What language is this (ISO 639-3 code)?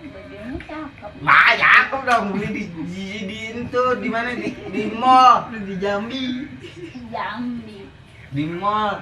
bew